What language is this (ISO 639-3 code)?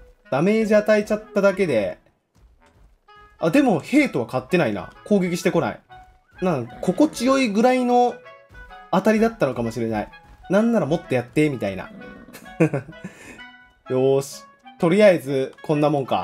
jpn